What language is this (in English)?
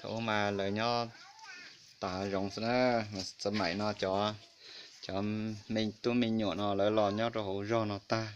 Hmong